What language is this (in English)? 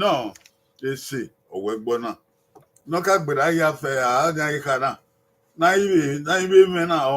Bini